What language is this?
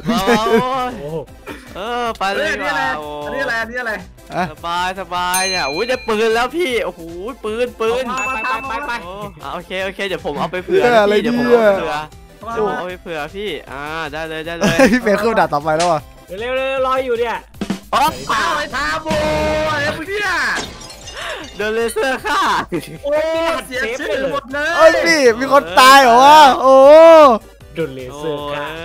Thai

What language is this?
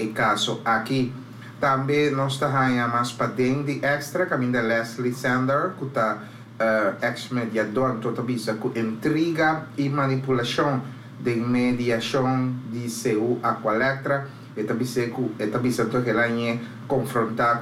Papiamento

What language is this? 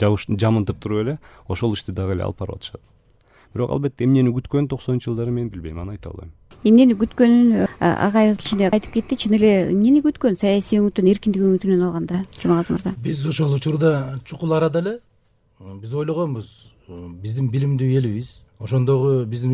Kyrgyz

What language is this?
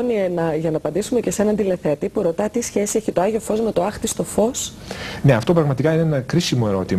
Greek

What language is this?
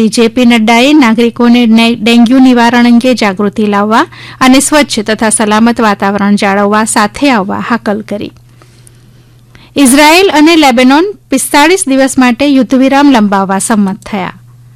Gujarati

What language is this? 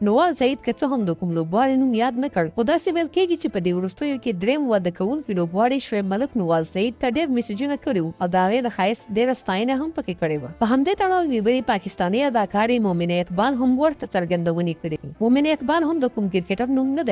Pashto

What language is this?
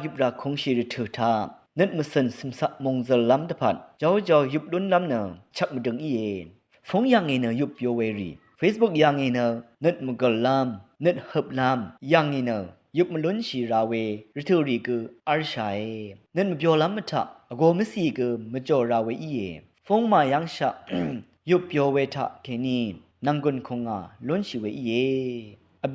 Rawang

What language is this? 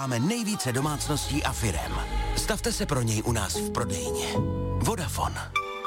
Czech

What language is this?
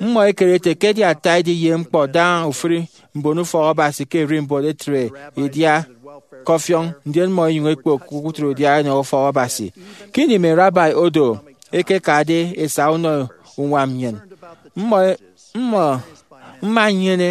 Efik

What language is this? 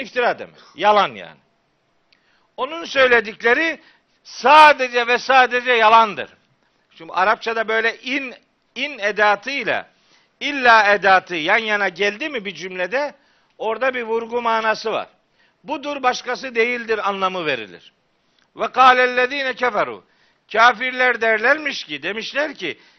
Turkish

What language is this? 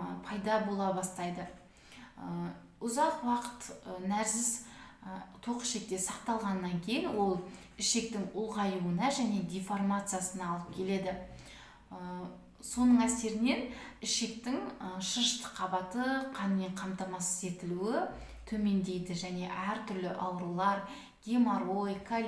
Kazakh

